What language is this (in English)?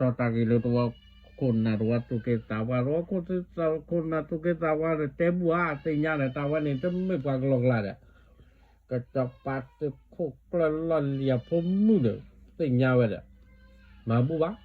S'gaw Karen